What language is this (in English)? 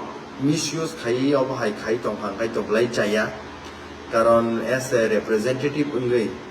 Kok Borok